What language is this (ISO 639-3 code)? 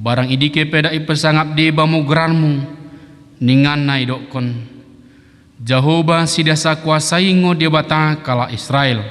btd